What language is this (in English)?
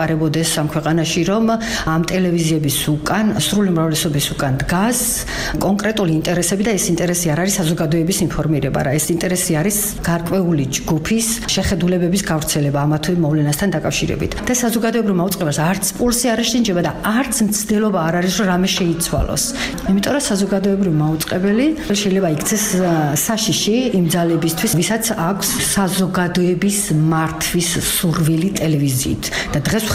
Georgian